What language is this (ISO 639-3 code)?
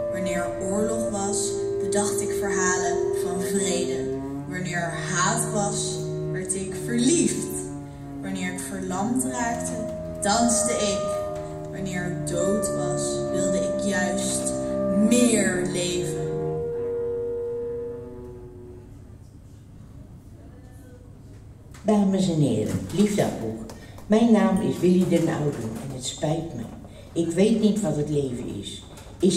nld